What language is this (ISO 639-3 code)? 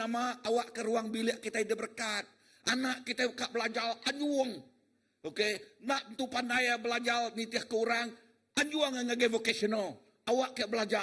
iba